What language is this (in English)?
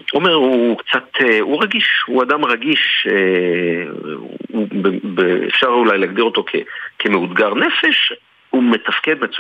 Hebrew